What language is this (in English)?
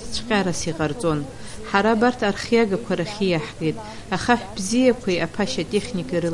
Abkhazian